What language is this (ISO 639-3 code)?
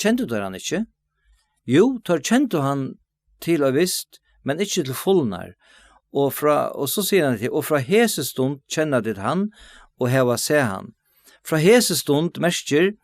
fao